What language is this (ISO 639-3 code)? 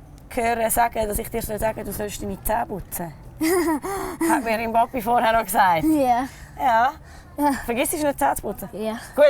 gsw